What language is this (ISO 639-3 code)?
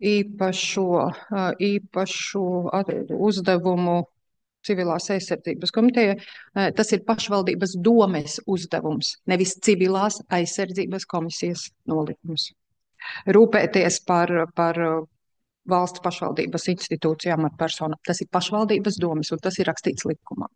lav